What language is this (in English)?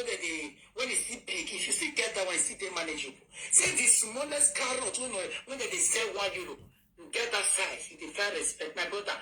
Nigerian Pidgin